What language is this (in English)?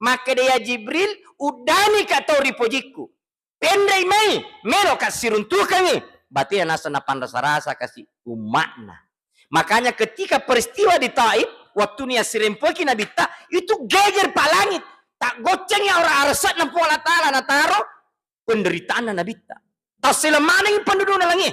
Buginese